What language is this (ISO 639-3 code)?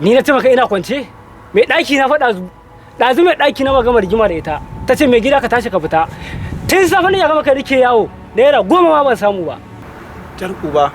hau